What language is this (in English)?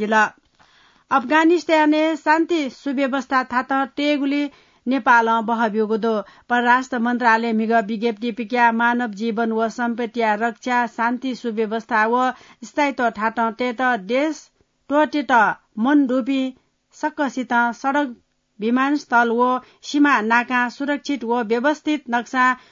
Newari